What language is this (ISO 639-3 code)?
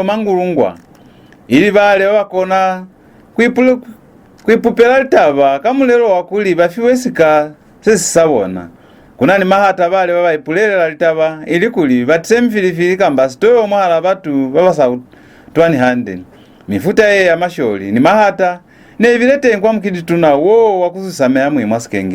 loz